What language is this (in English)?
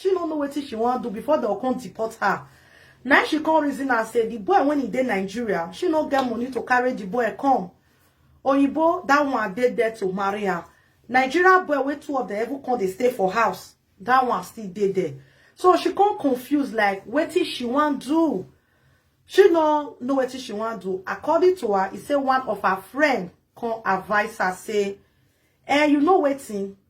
Nigerian Pidgin